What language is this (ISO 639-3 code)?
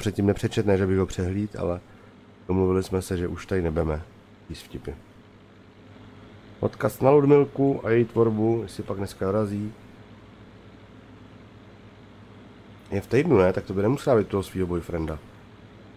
ces